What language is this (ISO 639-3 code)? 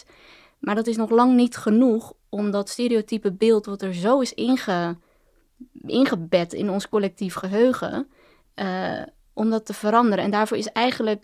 nld